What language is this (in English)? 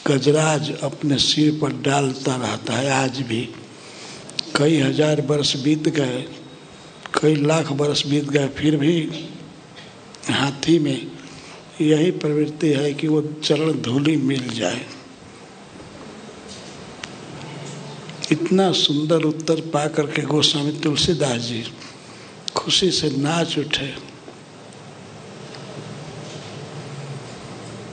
Hindi